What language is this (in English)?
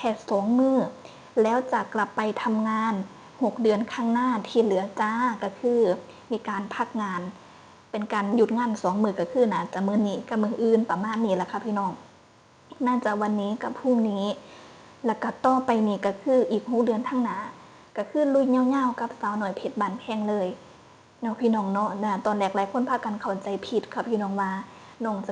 Northeastern Thai